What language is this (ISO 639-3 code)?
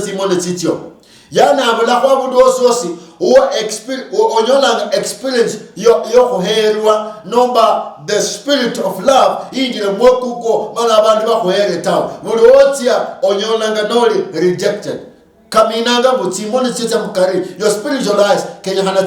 luy